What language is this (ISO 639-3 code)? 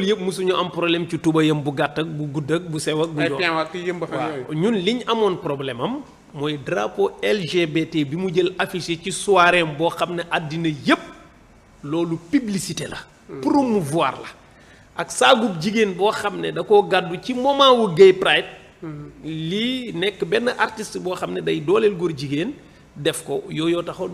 wol